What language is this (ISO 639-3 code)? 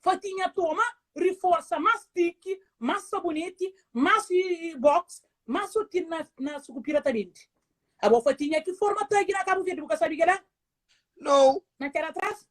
kea